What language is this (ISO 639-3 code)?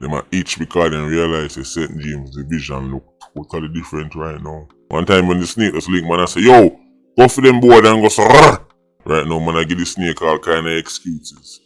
jam